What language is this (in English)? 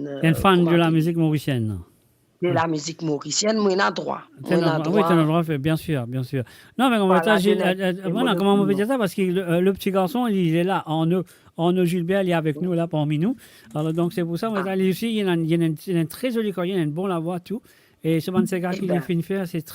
Morisyen